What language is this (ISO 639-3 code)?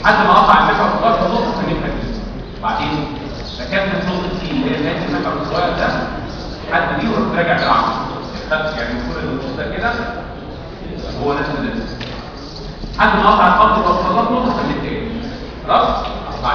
arz